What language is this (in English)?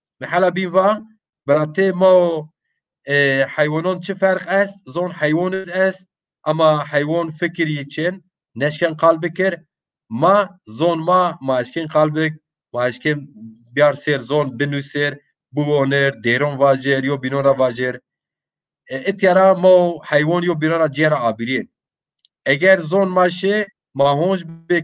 Zaza